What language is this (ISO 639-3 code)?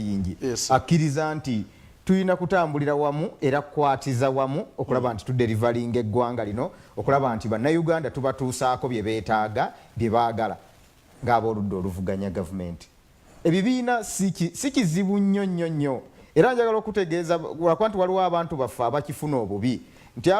xog